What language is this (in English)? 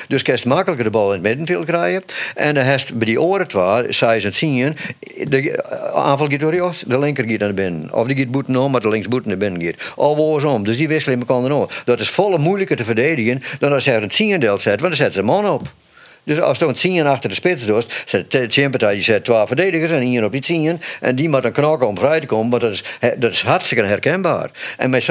Western Frisian